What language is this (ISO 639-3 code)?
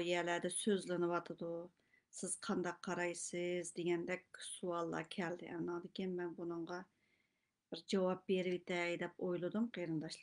uig